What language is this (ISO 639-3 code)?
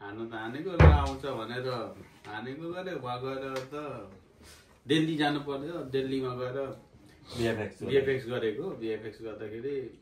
nep